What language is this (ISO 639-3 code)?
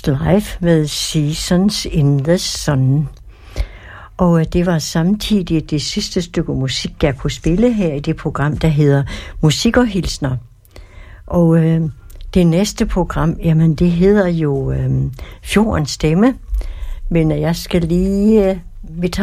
dan